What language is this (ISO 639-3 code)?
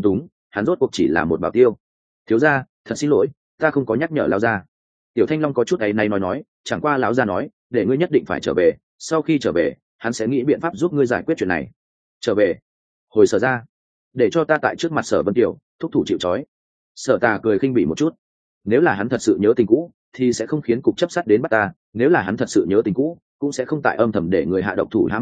vie